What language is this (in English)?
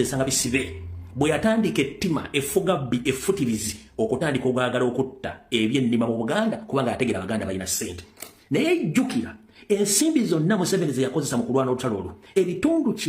Ganda